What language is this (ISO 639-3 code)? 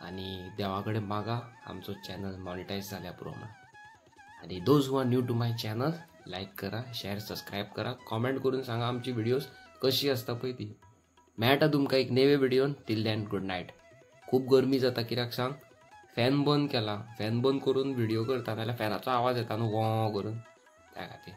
kok